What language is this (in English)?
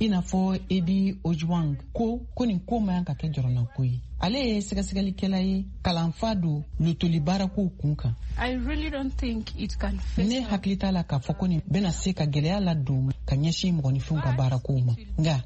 Bambara